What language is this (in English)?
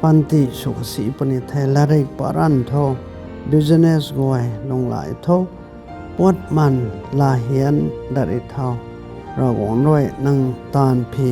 Rongmei Naga